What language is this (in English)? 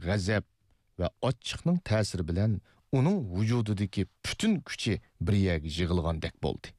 Uyghur